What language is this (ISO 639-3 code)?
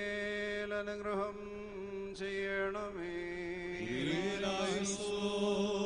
mal